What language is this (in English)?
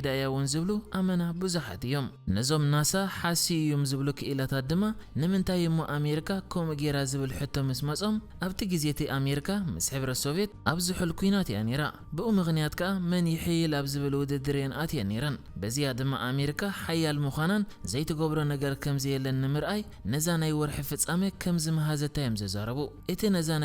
Tigrinya